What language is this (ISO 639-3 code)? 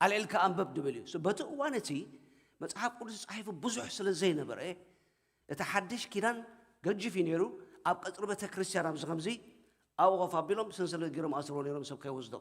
tir